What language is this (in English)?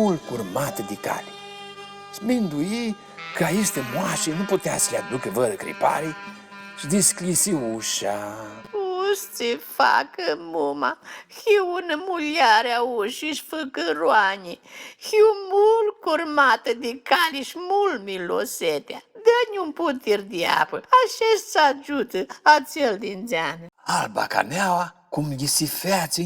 Aromanian